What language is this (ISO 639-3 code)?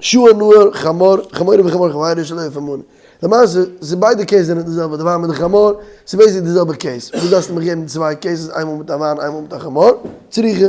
yid